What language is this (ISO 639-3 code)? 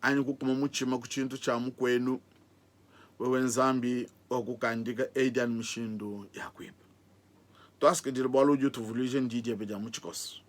lua